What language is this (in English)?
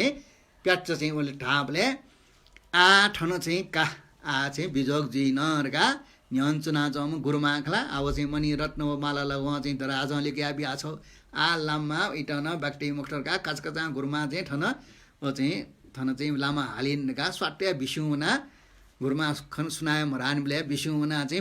Newari